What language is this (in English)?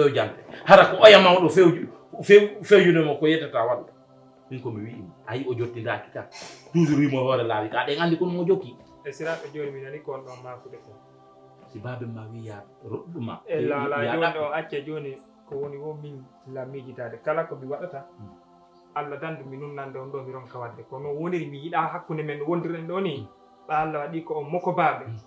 Fula